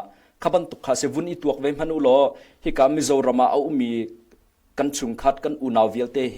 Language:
Hakha Chin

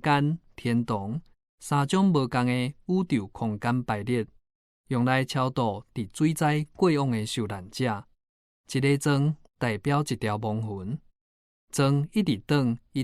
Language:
Min Nan Chinese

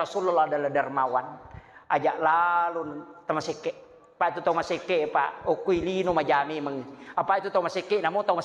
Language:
Buginese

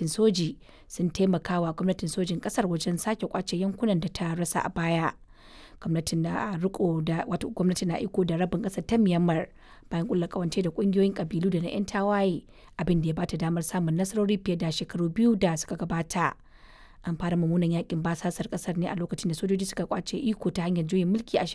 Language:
Hausa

